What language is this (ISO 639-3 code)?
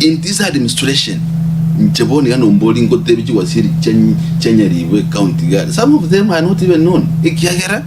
guz